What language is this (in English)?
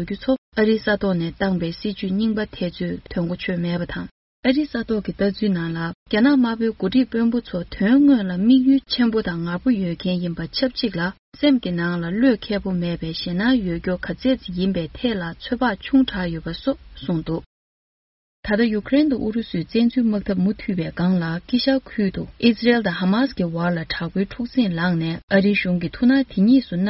Tibetan